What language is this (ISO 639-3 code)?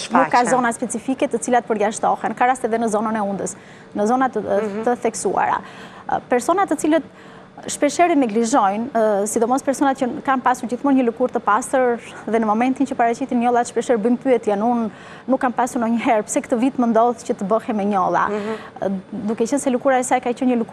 sqi